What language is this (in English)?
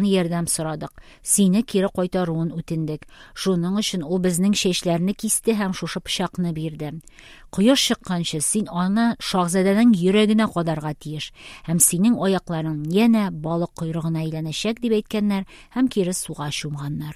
Tatar